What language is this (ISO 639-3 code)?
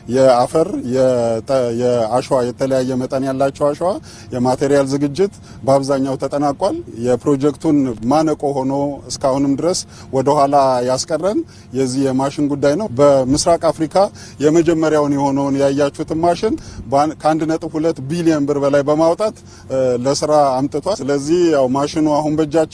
amh